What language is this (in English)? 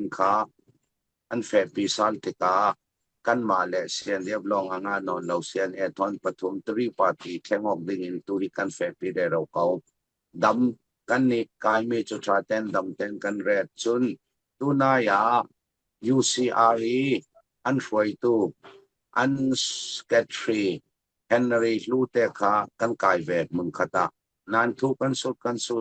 Falam Chin